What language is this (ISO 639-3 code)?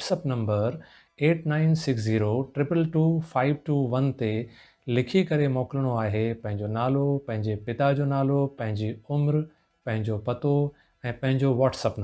snd